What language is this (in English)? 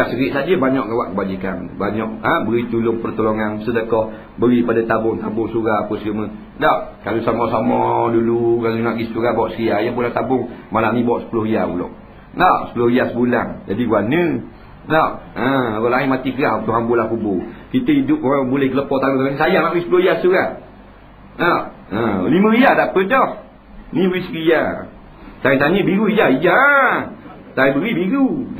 Malay